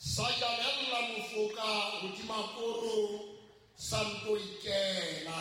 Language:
Southern Sotho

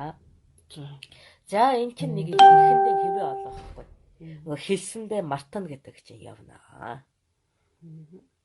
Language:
Mongolian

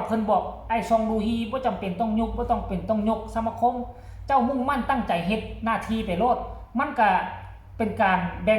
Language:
Lao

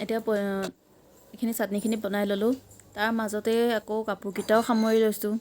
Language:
Assamese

